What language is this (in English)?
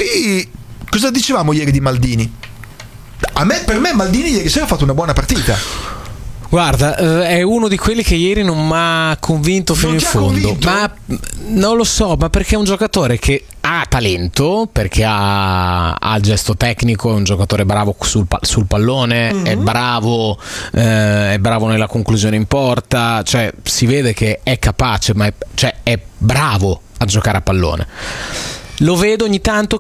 Italian